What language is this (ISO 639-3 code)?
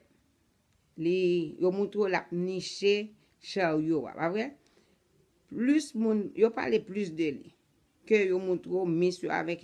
hat